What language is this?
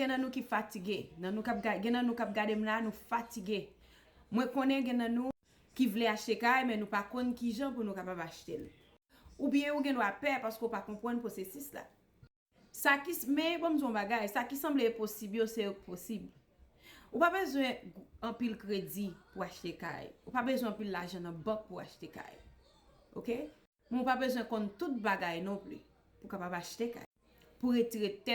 Haitian Creole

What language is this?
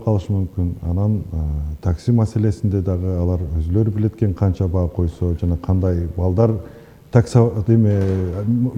Kyrgyz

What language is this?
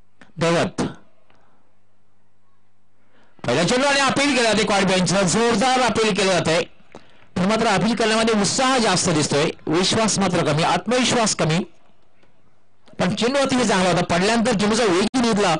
Marathi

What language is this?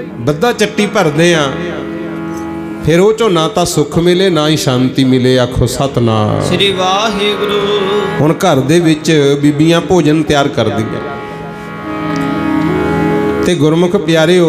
Punjabi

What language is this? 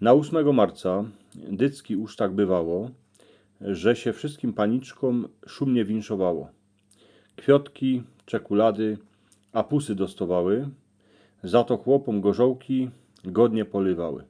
Silesian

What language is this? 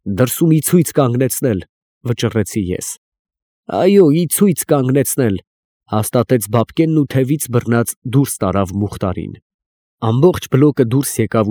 Armenian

